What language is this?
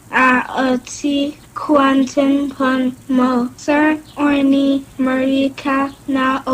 Akan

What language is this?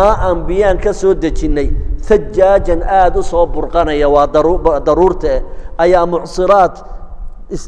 Somali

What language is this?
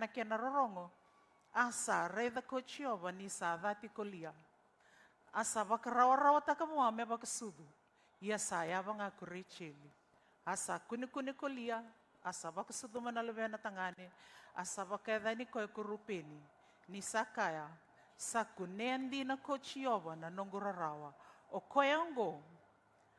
Fijian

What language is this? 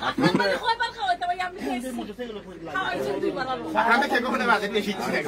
Sylheti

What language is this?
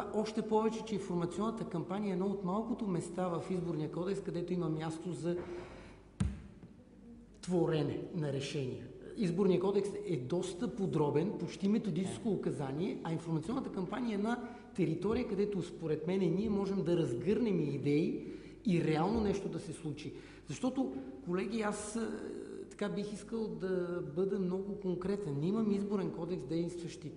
Bulgarian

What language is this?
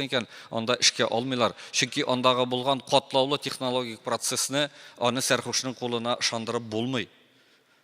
Tatar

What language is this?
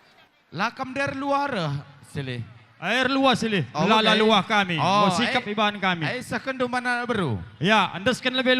Batak Karo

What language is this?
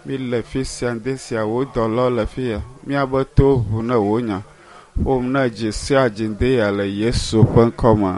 Ewe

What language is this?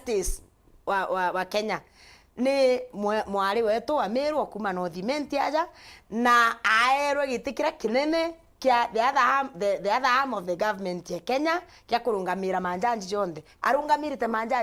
Meru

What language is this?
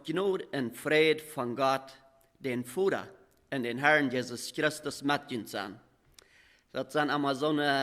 Plautdietsch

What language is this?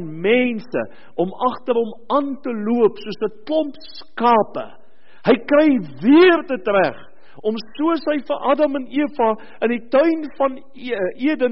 Afrikaans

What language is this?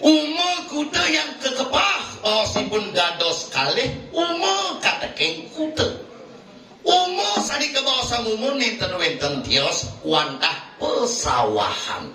Balinese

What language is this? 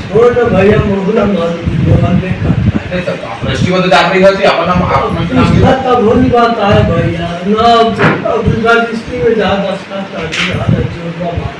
Chhattisgarhi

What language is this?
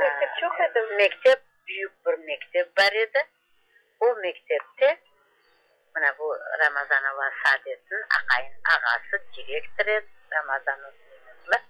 Crimean Tatar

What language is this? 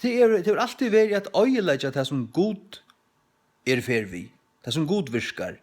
Faroese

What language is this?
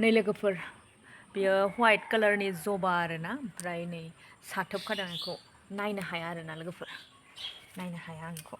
Bodo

